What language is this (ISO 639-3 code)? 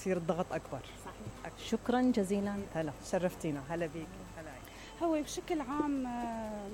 acm